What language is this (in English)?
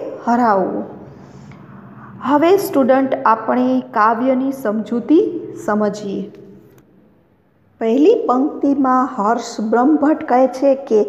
Gujarati